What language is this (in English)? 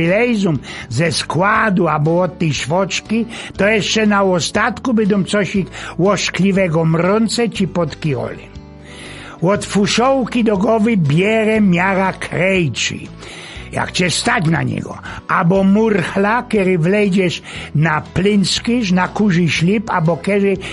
Silesian